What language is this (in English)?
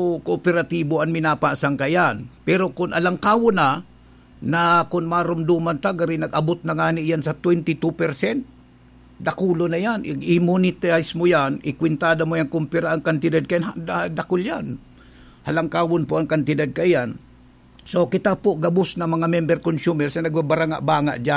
Bikol